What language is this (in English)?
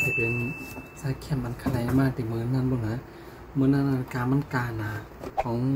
Shan